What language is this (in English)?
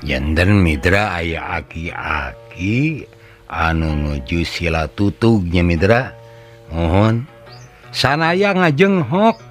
Sundanese